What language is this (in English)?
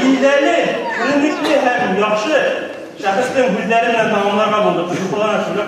Bashkir